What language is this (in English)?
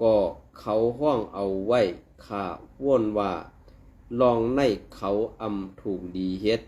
Shan